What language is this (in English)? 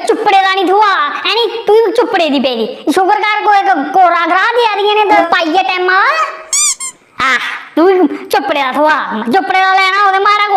Dogri